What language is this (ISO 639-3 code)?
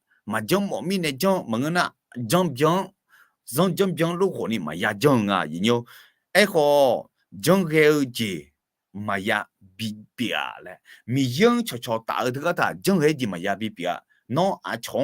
ahk